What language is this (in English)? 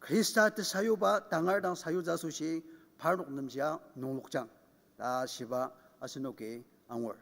Ao Naga